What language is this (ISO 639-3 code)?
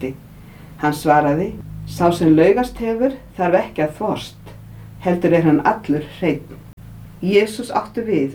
isl